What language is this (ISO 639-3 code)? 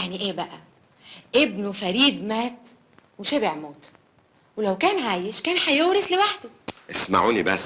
arz